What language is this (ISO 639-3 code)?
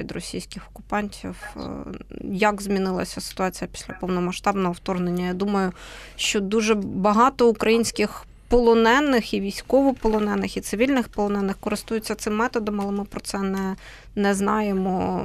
ukr